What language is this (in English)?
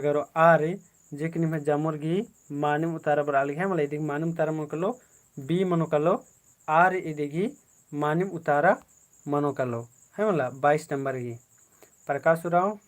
Kurukh